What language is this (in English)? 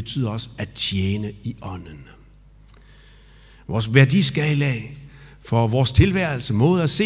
Danish